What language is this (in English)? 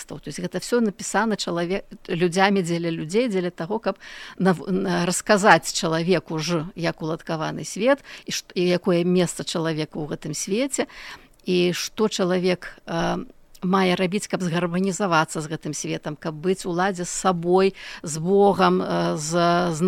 Belarusian